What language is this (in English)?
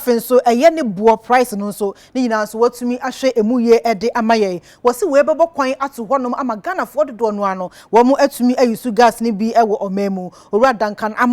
Akan